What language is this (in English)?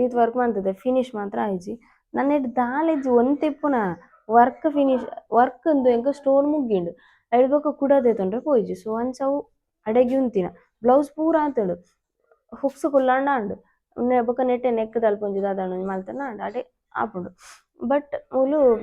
Tulu